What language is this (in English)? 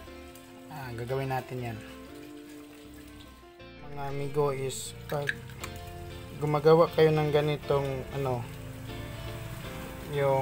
Filipino